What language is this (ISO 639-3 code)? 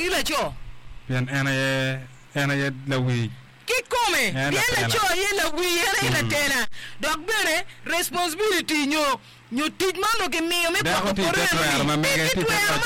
ach